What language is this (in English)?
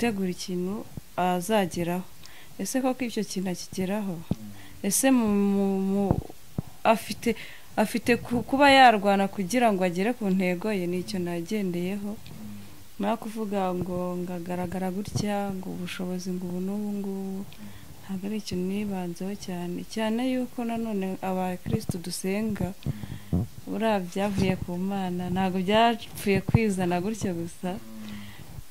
Kinyarwanda